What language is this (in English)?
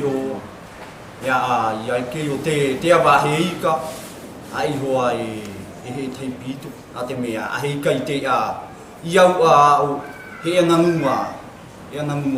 South Marquesan